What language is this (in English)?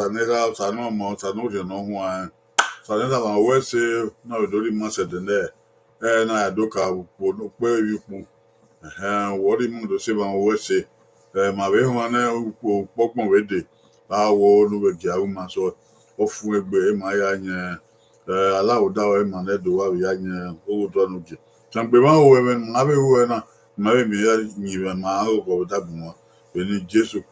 Bini